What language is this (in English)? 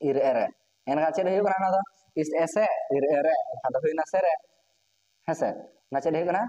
Santali